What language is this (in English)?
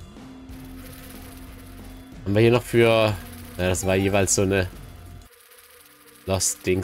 German